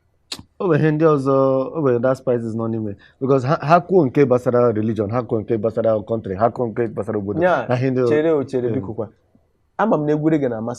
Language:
Igbo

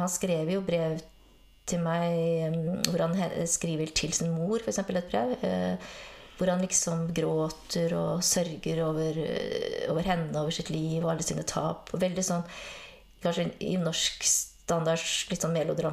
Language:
Norwegian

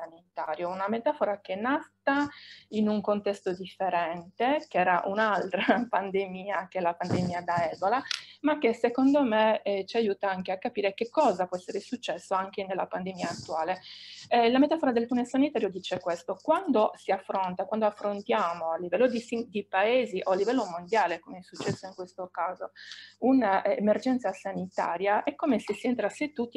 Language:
Italian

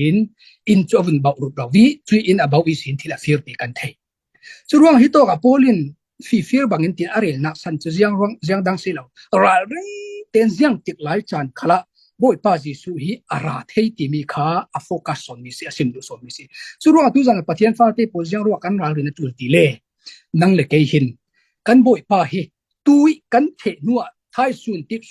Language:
Falam Chin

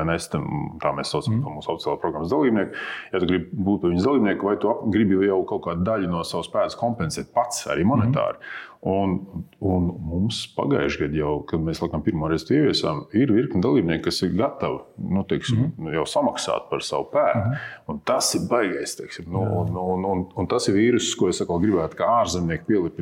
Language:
Latvian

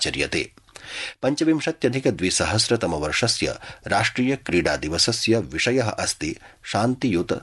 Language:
Sanskrit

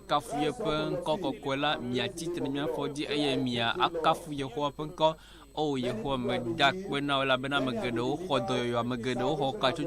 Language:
Ewe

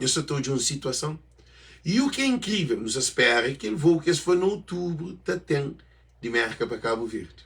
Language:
Kabuverdianu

